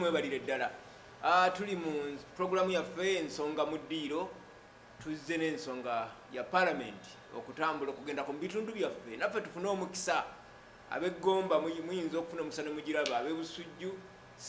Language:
Ganda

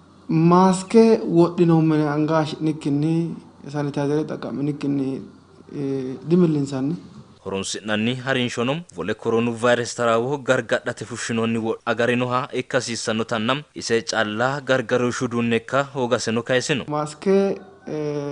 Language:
Sidamo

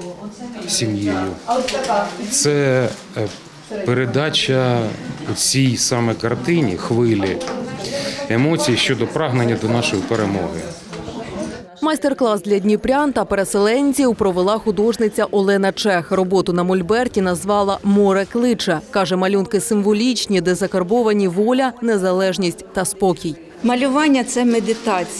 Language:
Ukrainian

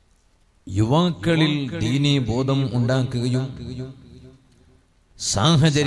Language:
Malayalam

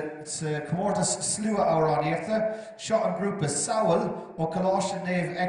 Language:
Irish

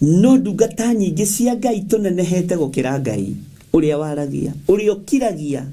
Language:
Kikuyu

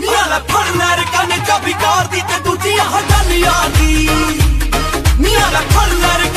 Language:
Punjabi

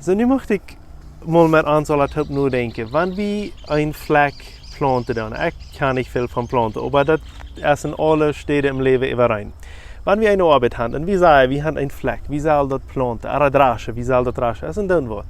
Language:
Plautdietsch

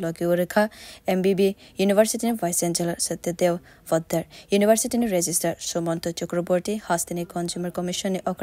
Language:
Kok Borok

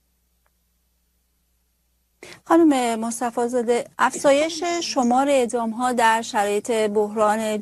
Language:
Persian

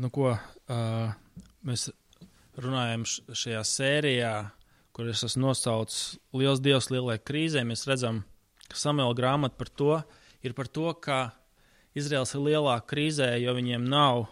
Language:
Latvian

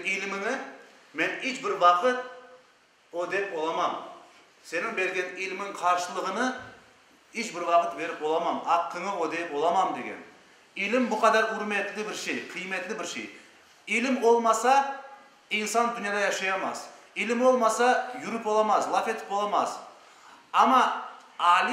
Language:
Crimean Tatar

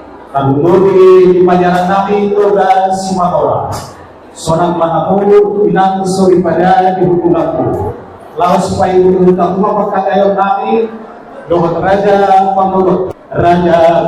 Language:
Batak Toba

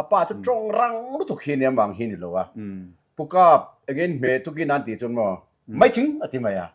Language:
Mizo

